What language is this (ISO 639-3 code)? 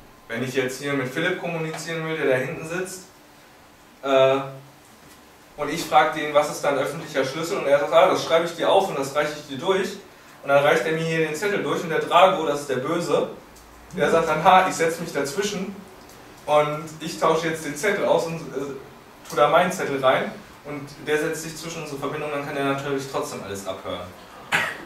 deu